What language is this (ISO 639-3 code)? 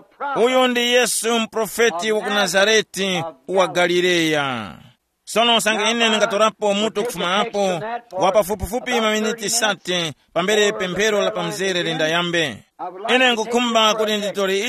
tum